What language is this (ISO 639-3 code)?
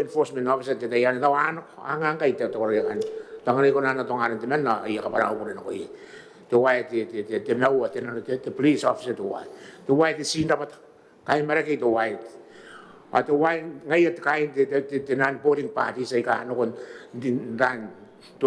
gil